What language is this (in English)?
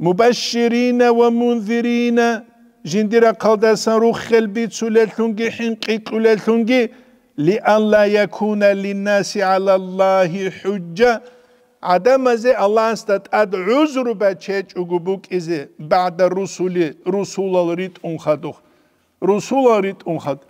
Avaric